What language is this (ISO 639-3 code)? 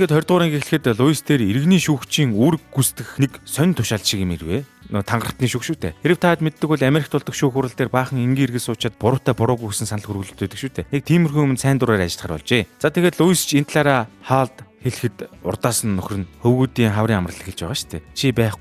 mon